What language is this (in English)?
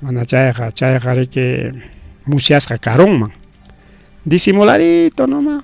Ayacucho Quechua